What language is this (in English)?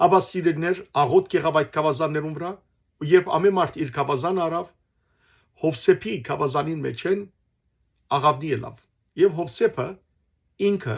Western Armenian